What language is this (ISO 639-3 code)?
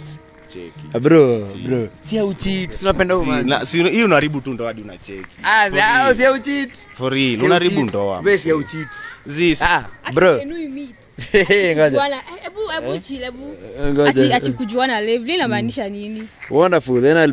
swa